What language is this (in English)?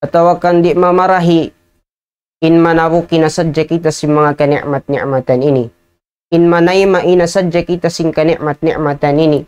Tausug